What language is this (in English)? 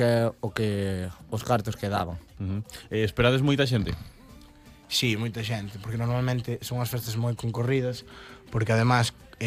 Galician